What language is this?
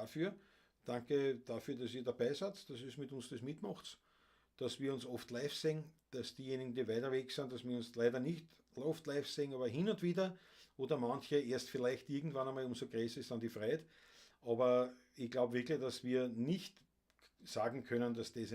Bavarian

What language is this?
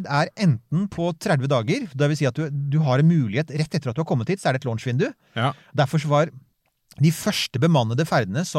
Norwegian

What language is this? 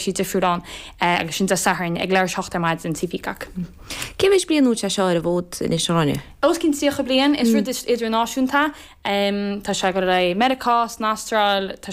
Irish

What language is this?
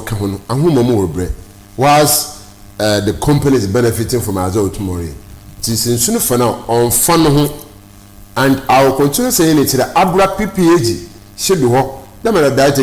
Akan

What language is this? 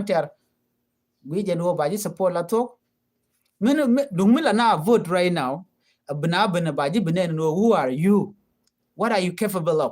Nuer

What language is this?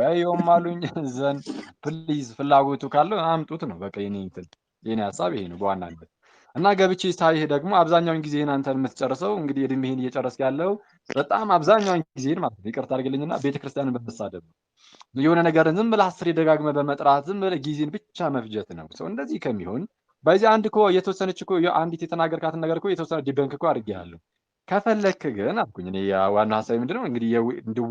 Amharic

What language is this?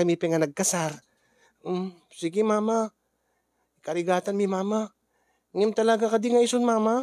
Iloko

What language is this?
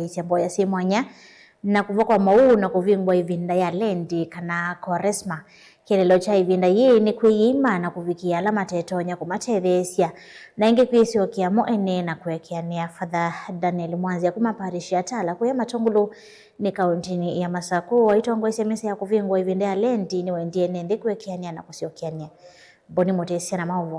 Kamba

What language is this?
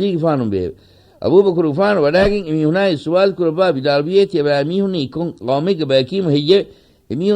Divehi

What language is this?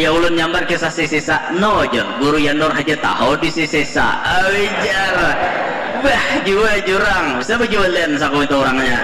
Banjar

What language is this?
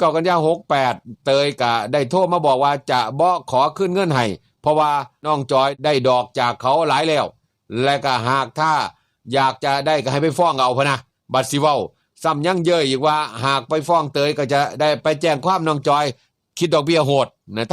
Northeastern Thai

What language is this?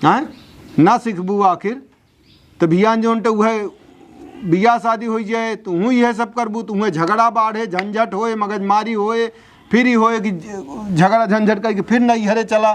Awadhi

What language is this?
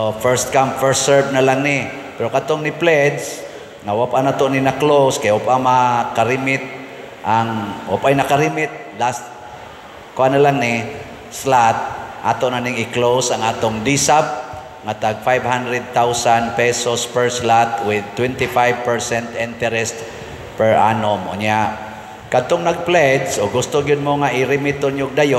Cebuano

